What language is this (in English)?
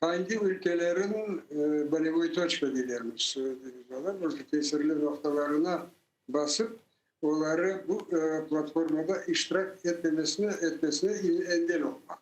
Crimean Tatar